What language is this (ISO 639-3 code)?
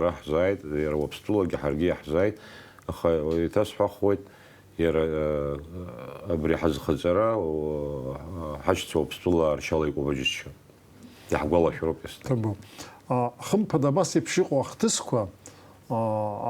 abk